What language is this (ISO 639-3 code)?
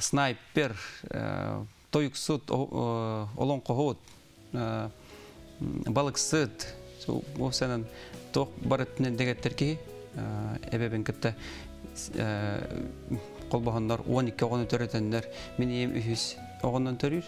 sah